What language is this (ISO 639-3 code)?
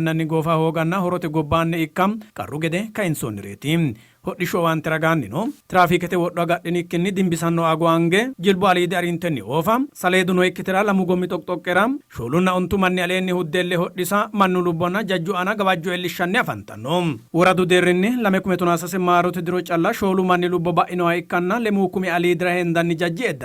sid